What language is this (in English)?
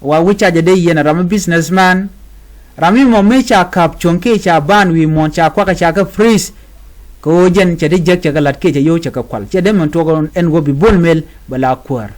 Nuer